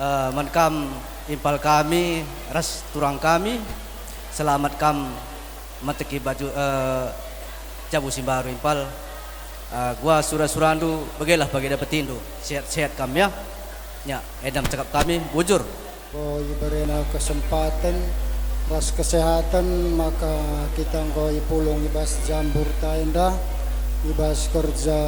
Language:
Batak Karo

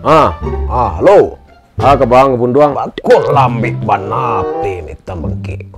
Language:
Minangkabau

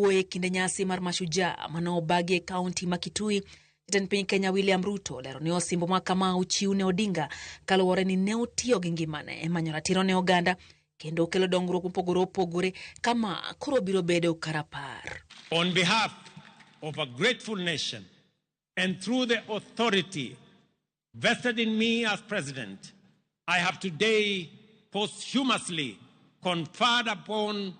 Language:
Luo (Kenya and Tanzania)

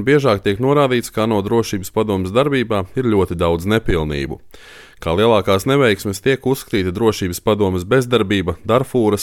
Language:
Latvian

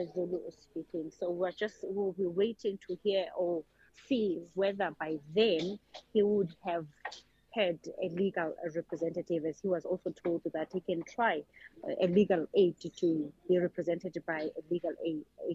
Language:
English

